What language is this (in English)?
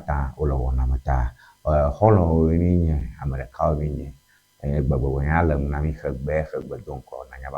Ewe